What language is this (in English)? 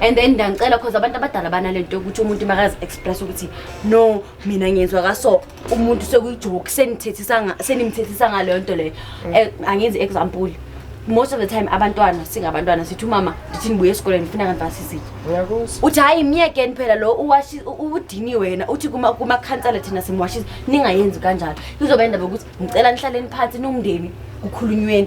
Zulu